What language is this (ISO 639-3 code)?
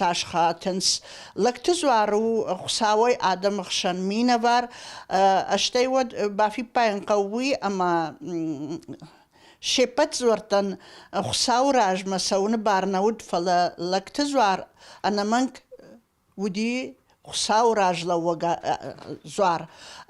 oss